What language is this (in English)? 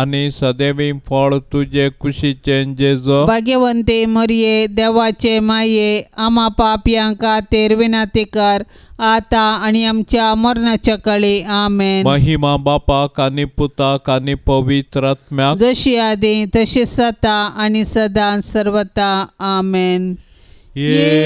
Konkani